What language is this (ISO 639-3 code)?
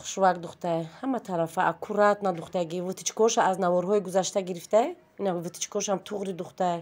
tgk